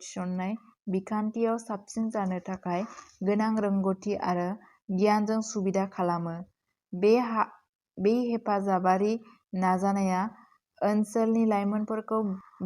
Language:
Bodo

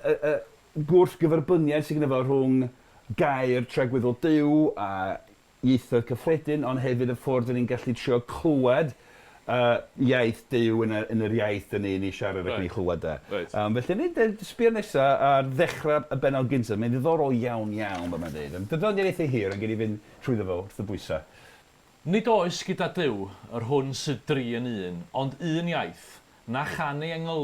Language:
Welsh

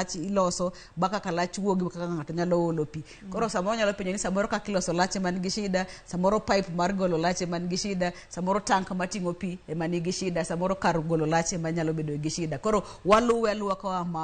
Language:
Luo (Kenya and Tanzania)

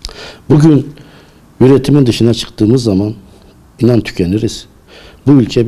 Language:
Turkish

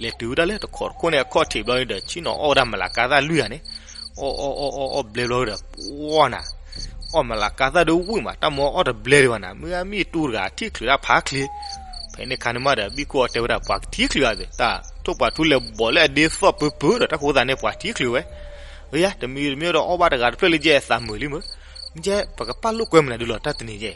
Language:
S'gaw Karen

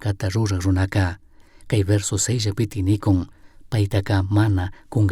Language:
Chimborazo Highland Quichua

